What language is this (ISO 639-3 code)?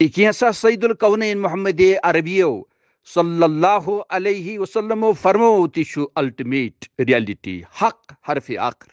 kas